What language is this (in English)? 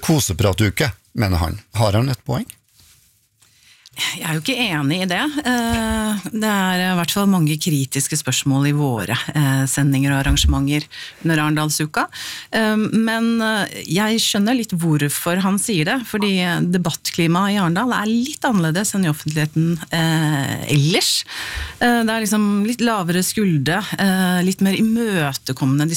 Norwegian